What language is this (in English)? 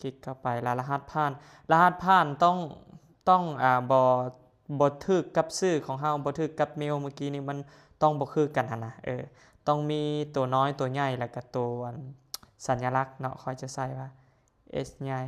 Lao